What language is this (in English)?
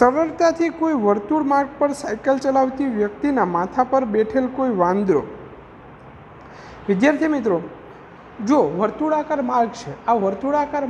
Gujarati